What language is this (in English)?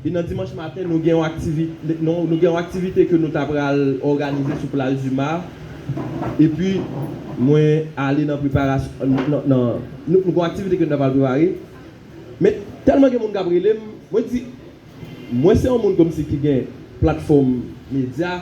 Haitian Creole